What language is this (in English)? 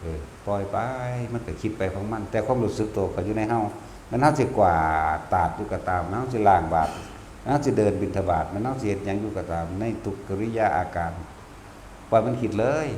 Northeastern Thai